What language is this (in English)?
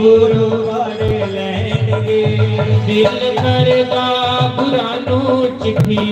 Dogri